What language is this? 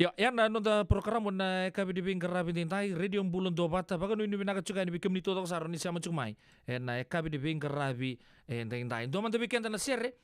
Fijian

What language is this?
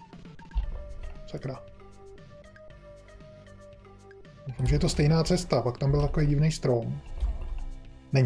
Czech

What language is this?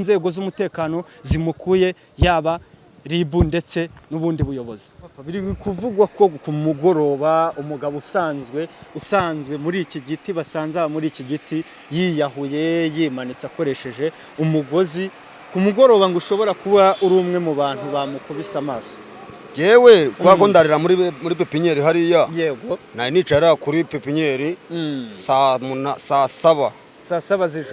Kinyarwanda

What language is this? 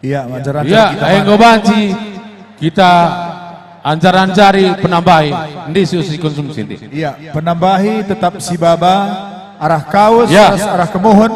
Batak Karo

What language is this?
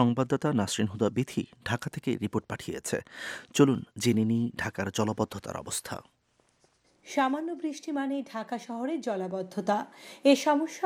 Bangla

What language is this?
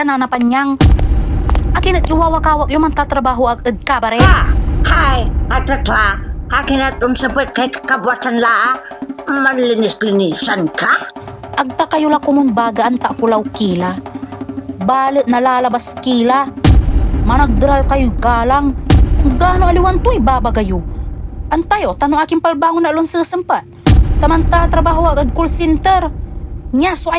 Pangasinan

